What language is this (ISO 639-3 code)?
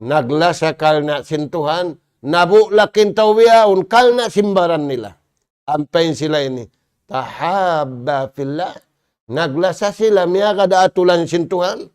tsg